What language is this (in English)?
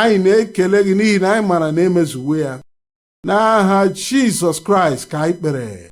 Igbo